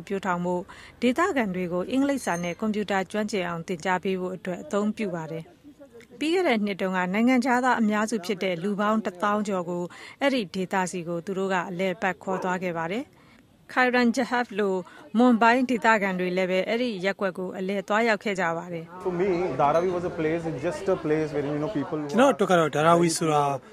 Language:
Burmese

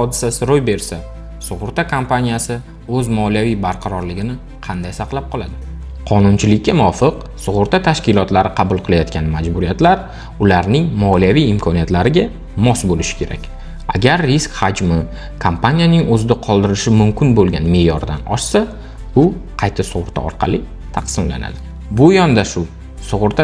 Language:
Uzbek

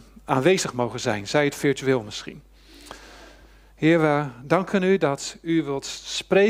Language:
Dutch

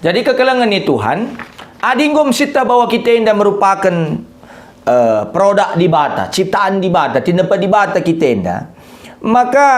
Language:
Batak Karo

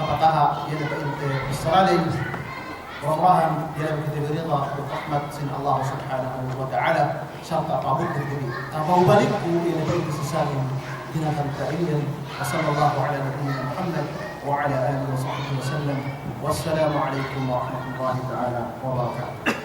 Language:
Yakan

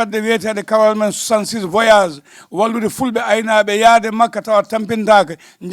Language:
Fula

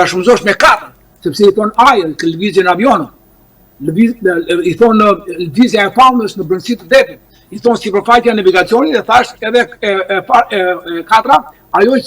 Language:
Albanian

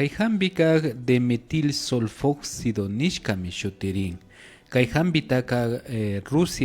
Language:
Imbabura Highland Quichua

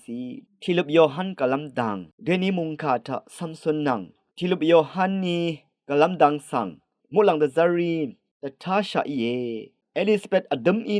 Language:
Rawang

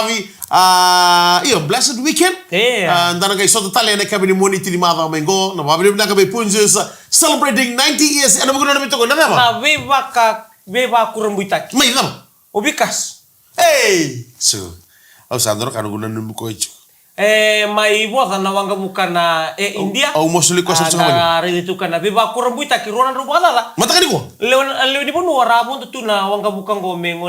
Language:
Fijian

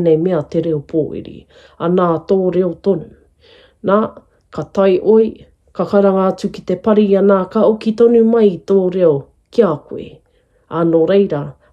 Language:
Māori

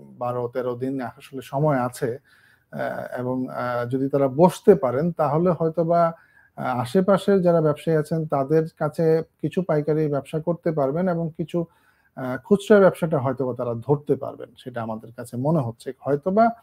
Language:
Bangla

